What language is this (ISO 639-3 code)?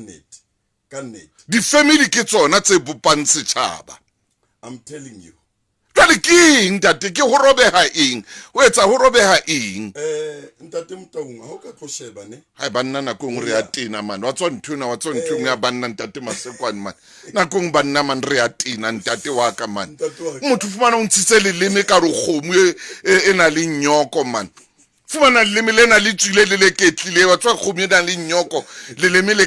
sot